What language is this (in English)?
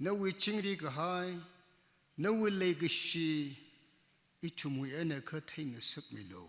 Tangkhul Naga (India)